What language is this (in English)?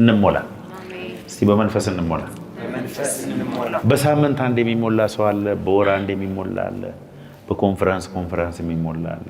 Amharic